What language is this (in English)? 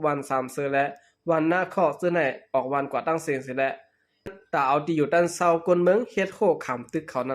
Shan